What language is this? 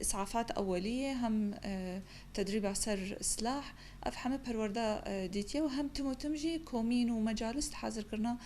Kurdish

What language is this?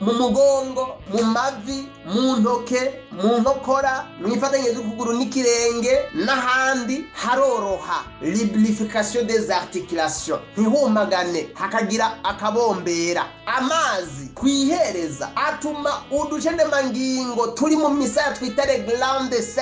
Rundi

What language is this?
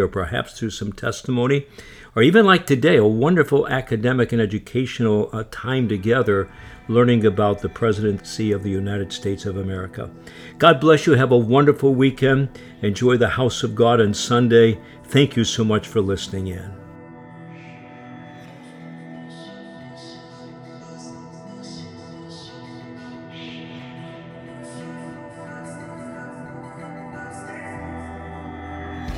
English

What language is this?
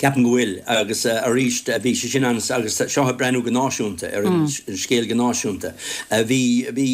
Irish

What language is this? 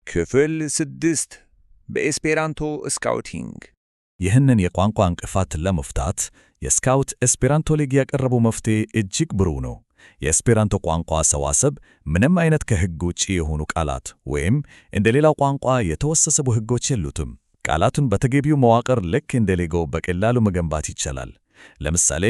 Amharic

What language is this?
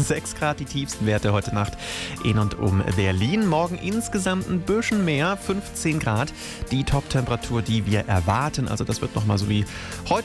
German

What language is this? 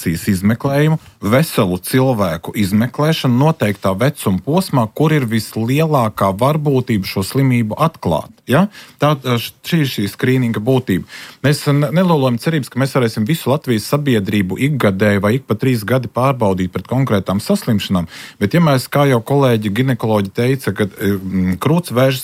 Latvian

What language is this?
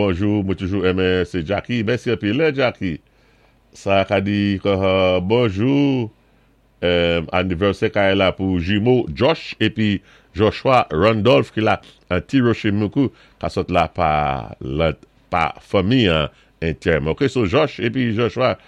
Saint Lucian Creole French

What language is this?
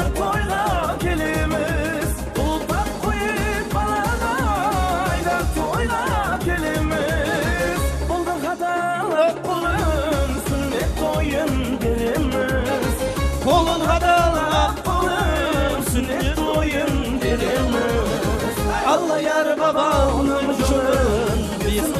Kara-Kalpak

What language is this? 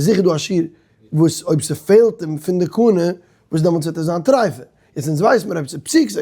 Yiddish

